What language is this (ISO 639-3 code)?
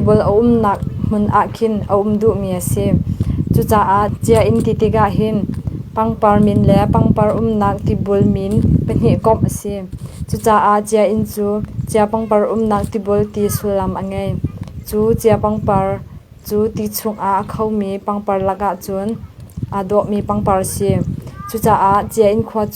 cnh